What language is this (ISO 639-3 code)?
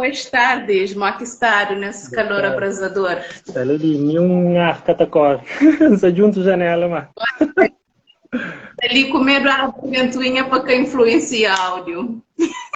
kea